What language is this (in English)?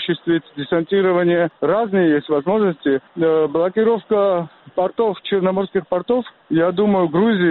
Russian